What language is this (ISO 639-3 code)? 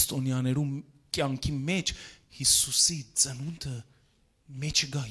hyw